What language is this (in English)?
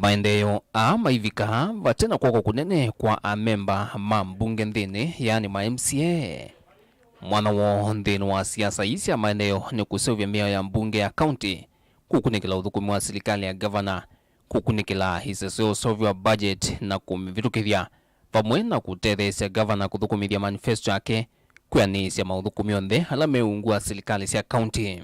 Kamba